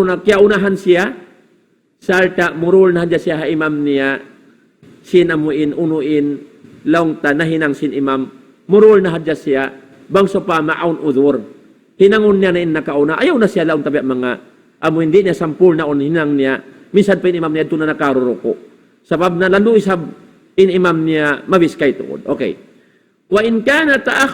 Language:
Tausug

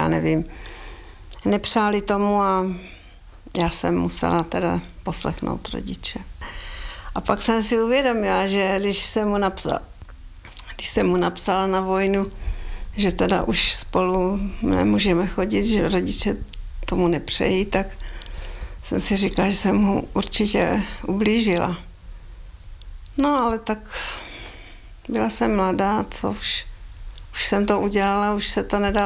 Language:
Czech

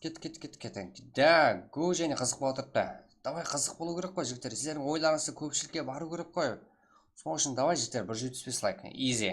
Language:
Kara-Kalpak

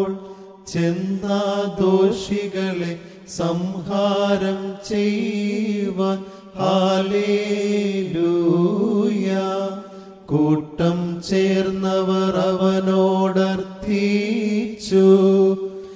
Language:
Malayalam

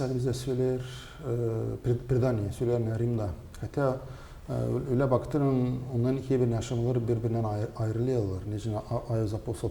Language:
Gagauz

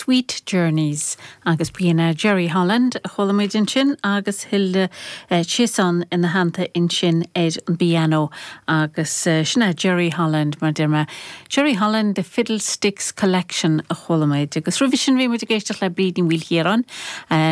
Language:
Irish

